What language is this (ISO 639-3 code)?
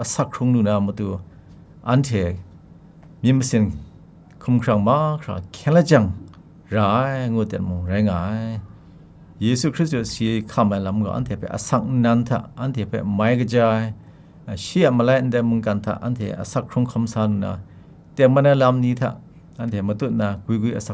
kac